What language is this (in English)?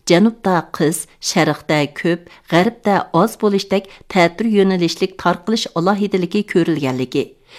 Uyghur